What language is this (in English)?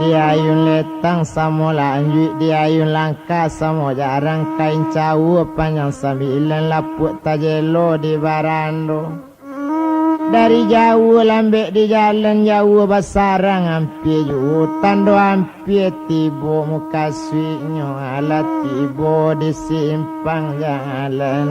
Minangkabau